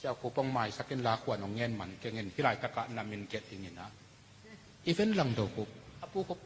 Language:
Tedim Chin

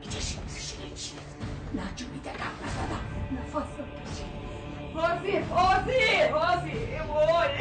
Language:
Tajik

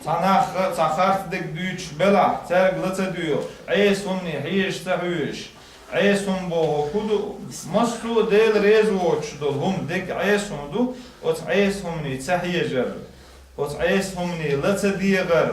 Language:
Chechen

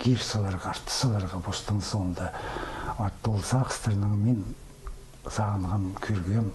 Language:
Khakas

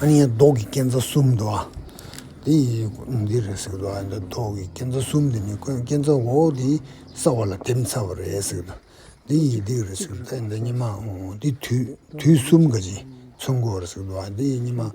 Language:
Tibetan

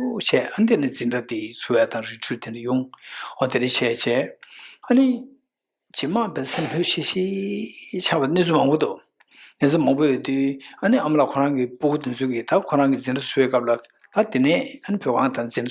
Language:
Tibetan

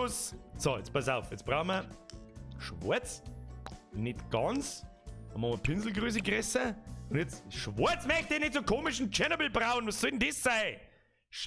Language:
Bavarian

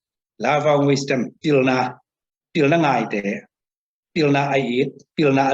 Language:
Tedim Chin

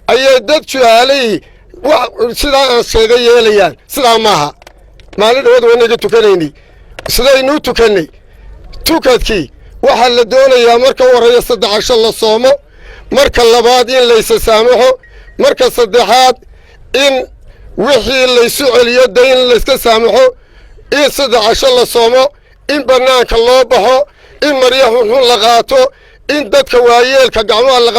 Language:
Somali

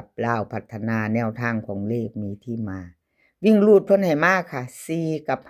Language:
Northeastern Thai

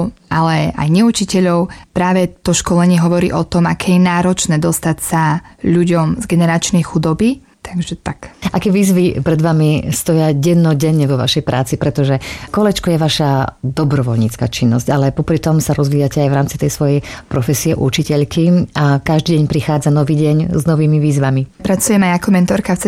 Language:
Slovak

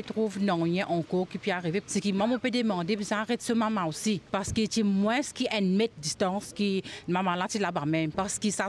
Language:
Morisyen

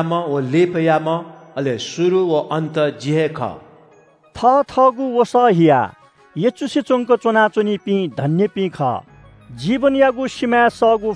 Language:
Newari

